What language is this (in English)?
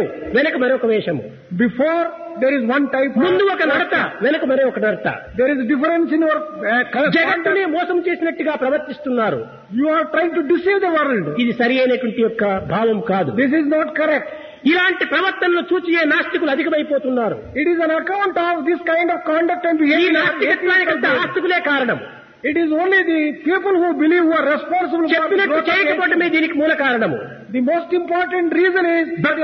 Telugu